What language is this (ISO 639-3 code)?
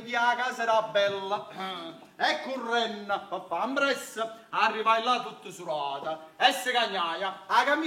nap